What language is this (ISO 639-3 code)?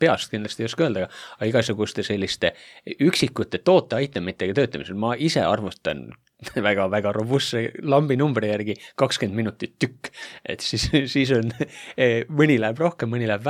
est